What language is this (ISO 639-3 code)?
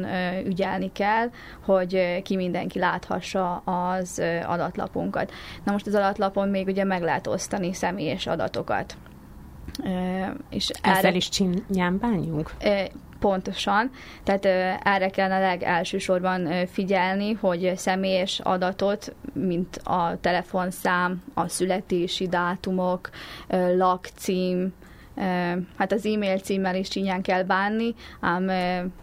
hun